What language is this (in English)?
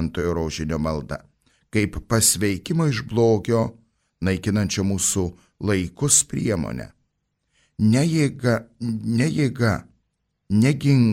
Lithuanian